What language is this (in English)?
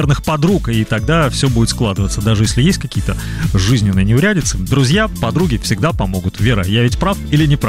Russian